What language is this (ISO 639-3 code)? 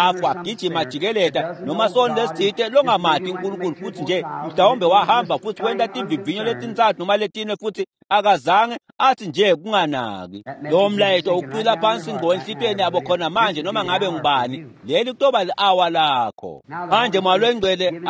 ssw